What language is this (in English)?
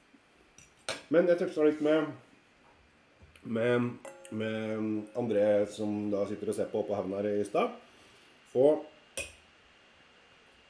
Norwegian